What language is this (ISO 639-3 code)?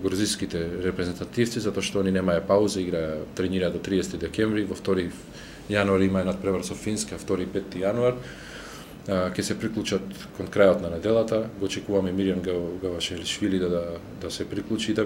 mkd